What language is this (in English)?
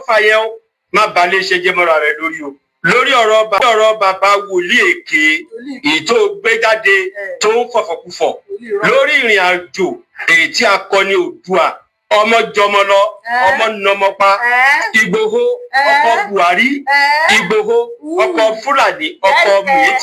Yoruba